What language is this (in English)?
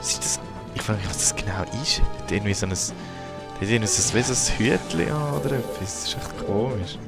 Swiss German